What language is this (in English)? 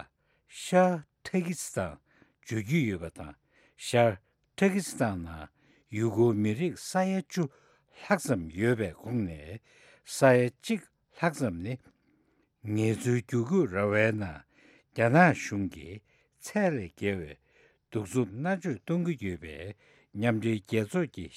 Tibetan